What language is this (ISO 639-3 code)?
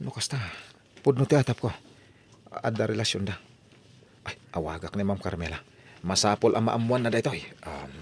ilo